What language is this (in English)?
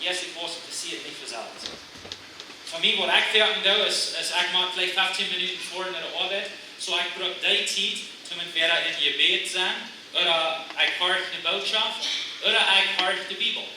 Plautdietsch